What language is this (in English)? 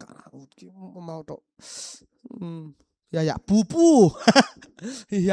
Paite Chin